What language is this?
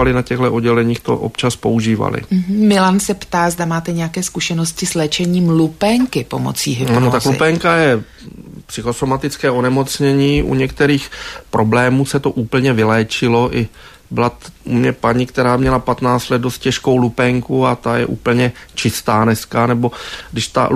Czech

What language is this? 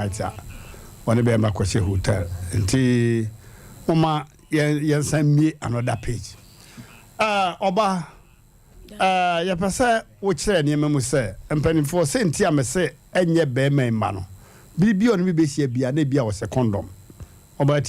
Akan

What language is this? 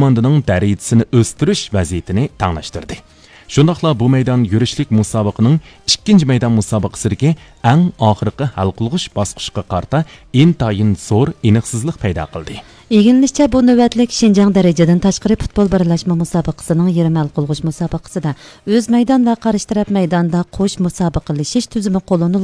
Uyghur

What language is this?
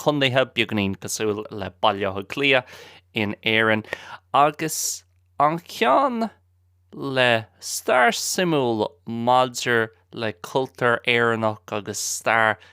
Irish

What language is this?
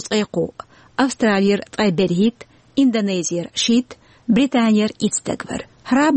Chechen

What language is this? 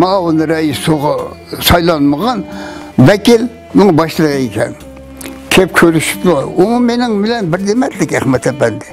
Uyghur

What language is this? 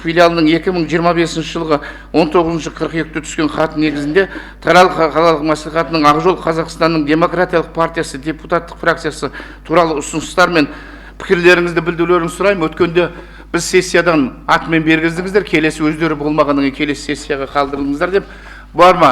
Kazakh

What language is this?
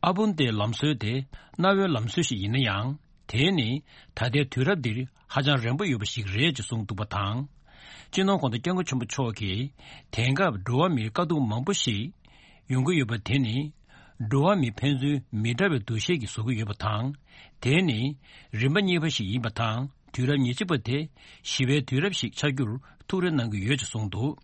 Tibetan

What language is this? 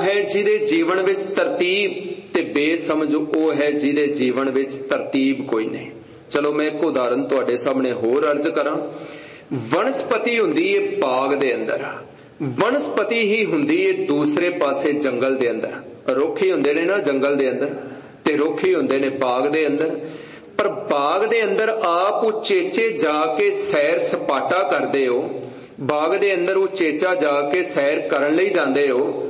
Punjabi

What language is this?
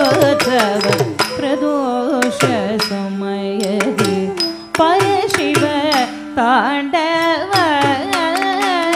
Kannada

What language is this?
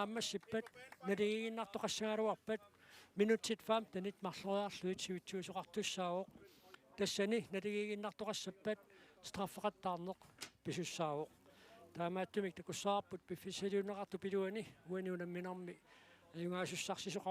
Kalaallisut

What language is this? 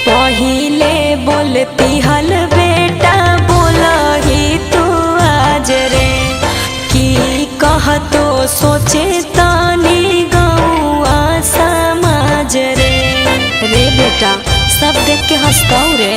Magahi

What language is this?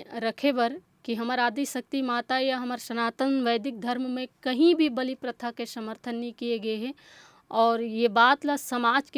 Chhattisgarhi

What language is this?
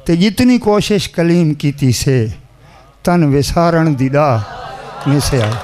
Saraiki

